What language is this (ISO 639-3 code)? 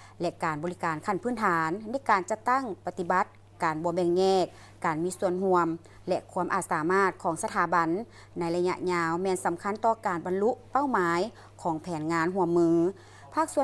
lao